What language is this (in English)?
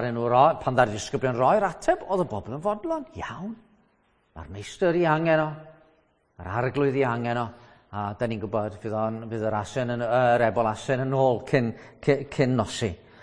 Welsh